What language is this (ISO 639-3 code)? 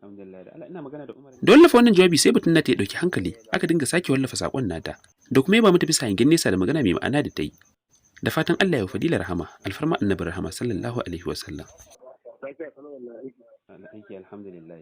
hau